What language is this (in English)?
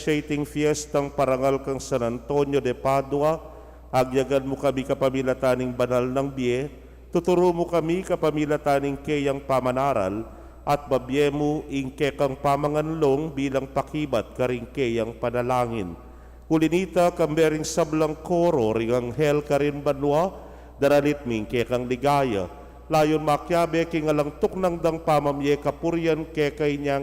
Pampanga